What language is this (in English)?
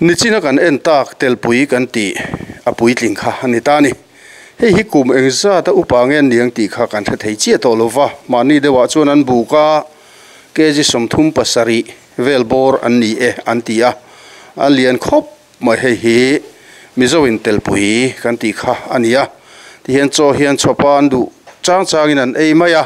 Mizo